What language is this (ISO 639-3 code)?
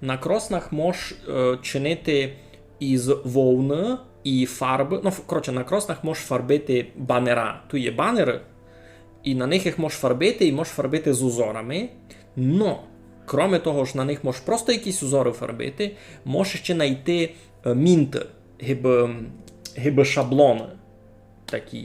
rue